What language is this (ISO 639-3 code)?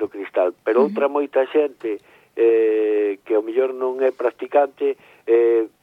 glg